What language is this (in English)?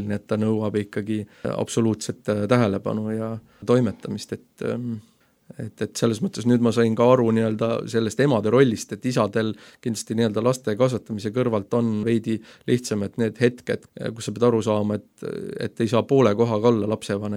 Estonian